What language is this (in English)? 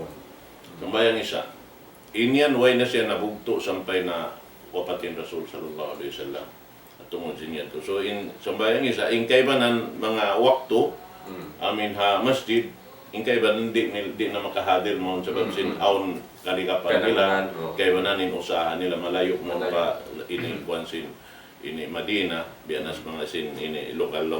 Tausug